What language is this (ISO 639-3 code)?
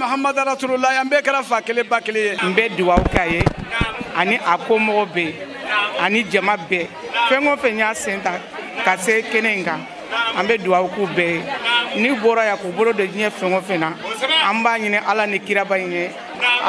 bam